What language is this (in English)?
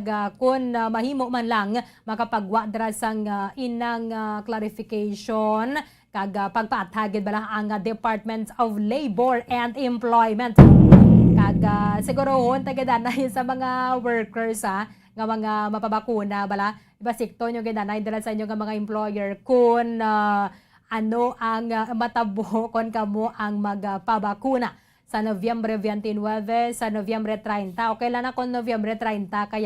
Hiligaynon